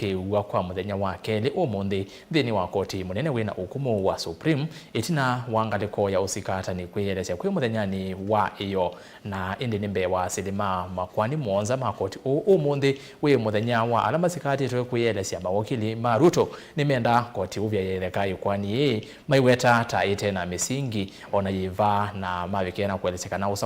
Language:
Kamba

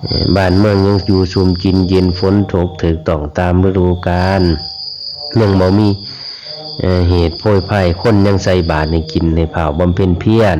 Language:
Lao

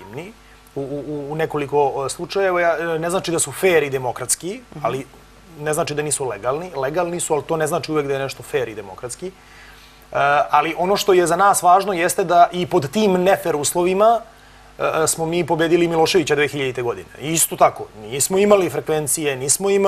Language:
Serbian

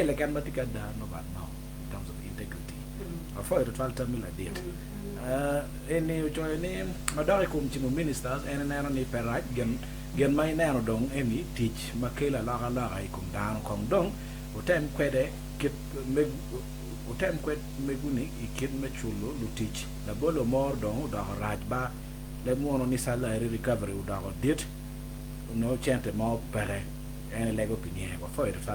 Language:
Acoli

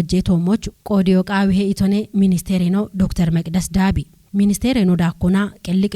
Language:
Kafa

